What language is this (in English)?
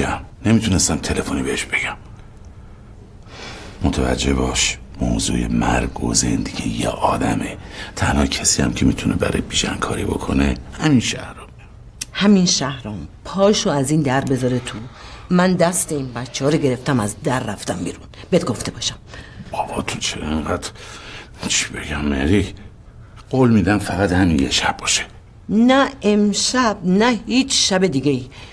Persian